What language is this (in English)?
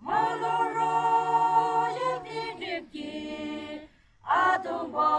Yimchungru Naga